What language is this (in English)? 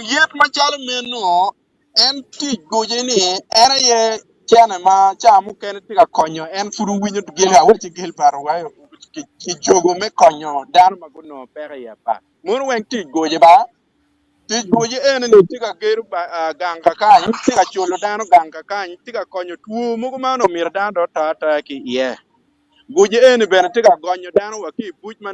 Acoli